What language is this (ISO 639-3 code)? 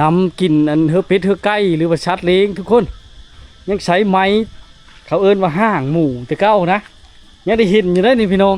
lao